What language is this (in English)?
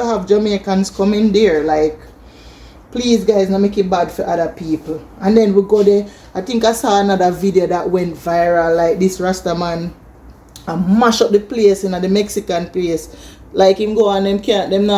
Jamaican Creole English